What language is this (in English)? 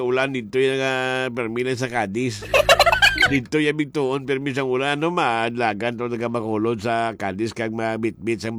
Hiligaynon